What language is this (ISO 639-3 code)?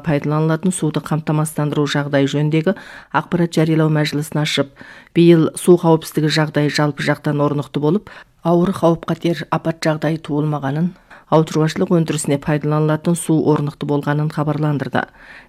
kaz